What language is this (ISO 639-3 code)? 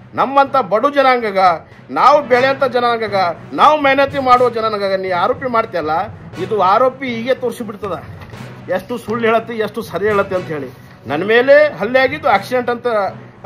kan